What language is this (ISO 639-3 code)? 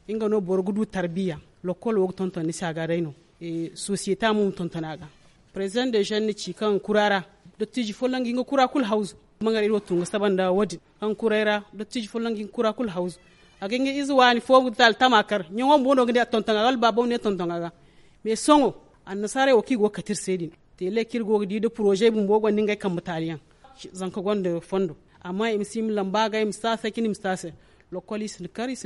dje